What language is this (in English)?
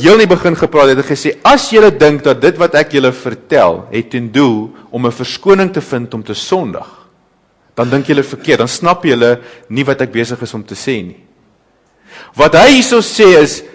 Afrikaans